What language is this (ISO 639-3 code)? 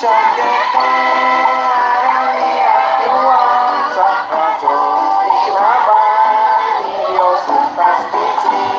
kek